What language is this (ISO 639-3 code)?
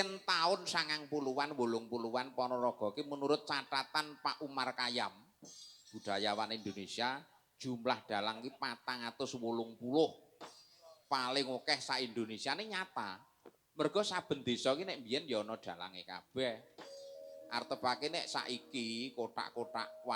jav